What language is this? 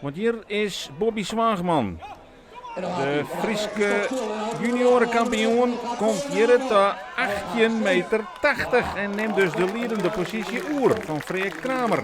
Western Frisian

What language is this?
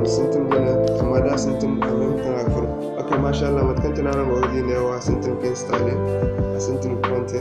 Zarma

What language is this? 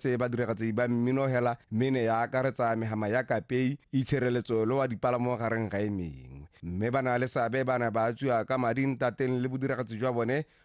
Tswana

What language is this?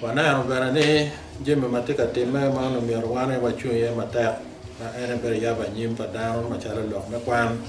Acoli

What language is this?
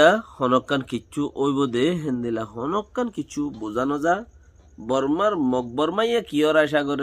Rohingya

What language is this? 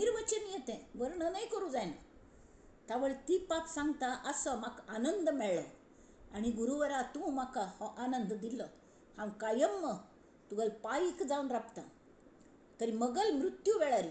Konkani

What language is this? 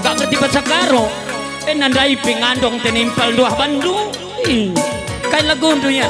Batak Karo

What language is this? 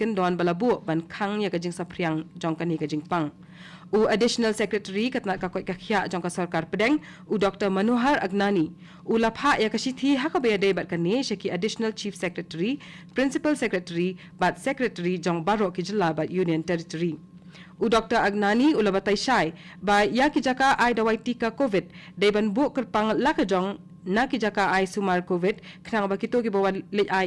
Khasi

